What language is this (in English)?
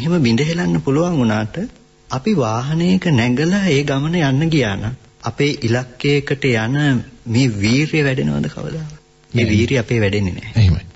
Sinhala